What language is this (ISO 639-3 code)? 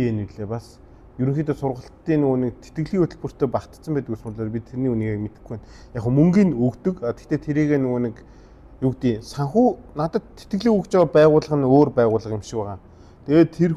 mon